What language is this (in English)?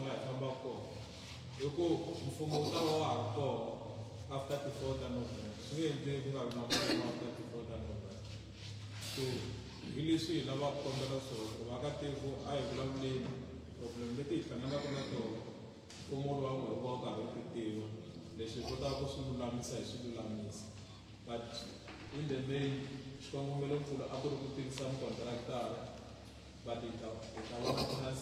Tsonga